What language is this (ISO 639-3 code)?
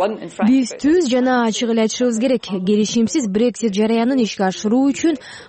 kir